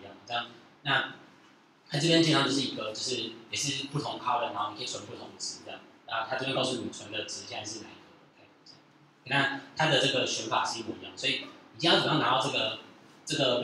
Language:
Chinese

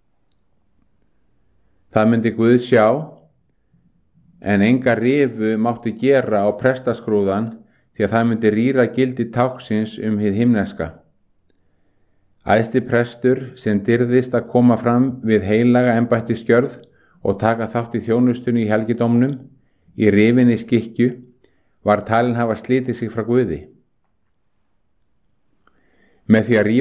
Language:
Icelandic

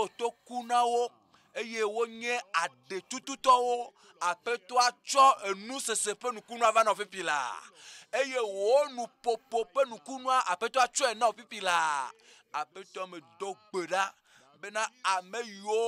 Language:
Ewe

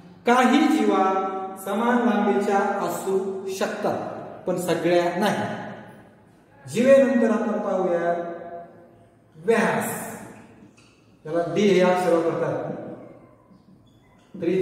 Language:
Marathi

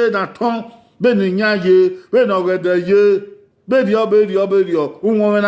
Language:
Bini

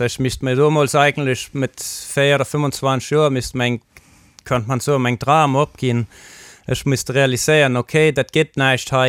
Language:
Luxembourgish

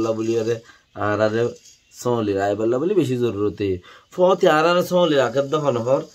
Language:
Rohingya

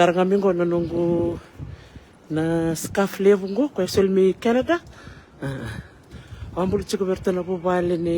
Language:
Fijian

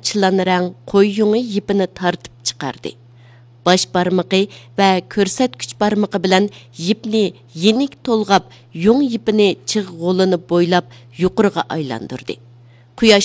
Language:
Uyghur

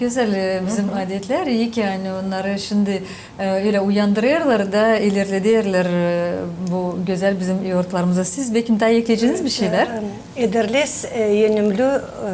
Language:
Gagauz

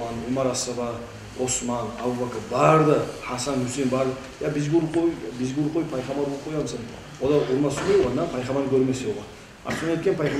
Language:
Kumyk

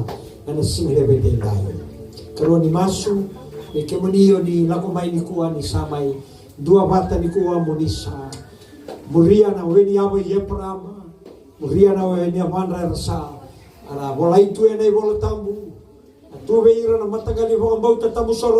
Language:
Fijian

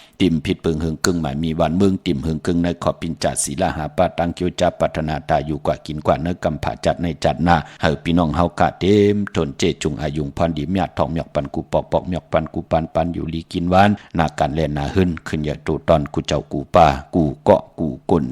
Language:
Shan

